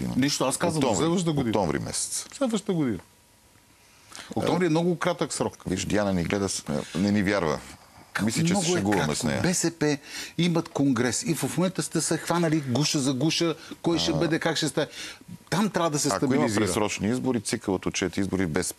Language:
Bulgarian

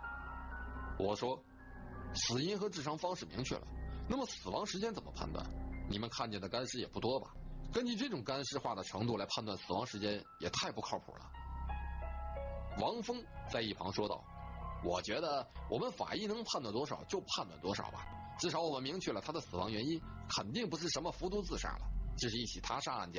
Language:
Chinese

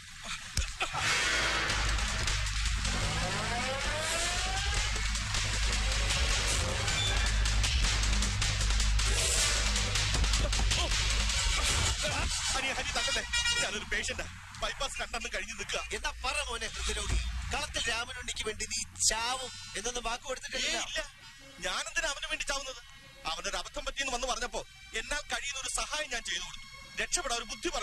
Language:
Malayalam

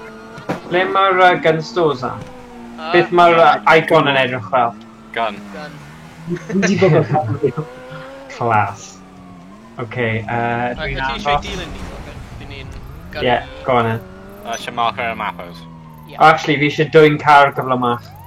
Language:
Welsh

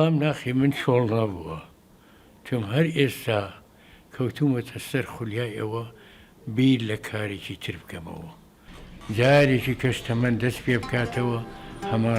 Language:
Central Kurdish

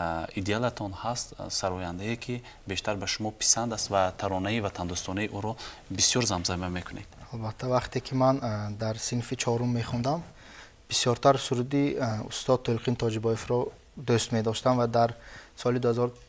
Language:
Tajik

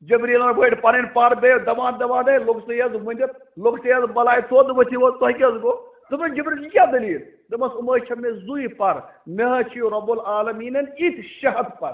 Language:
Kashmiri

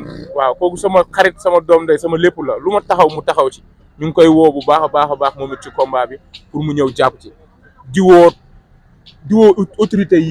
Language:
Wolof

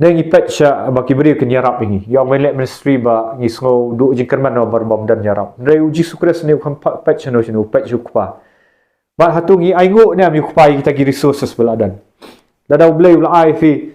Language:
Khasi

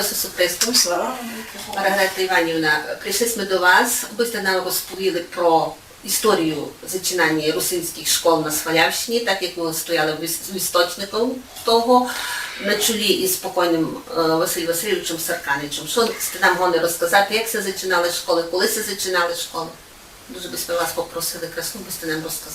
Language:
Rusyn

